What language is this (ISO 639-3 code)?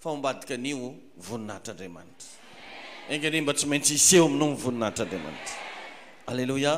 mlg